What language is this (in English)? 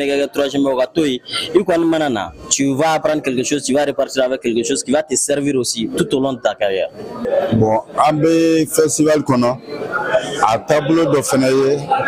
Bambara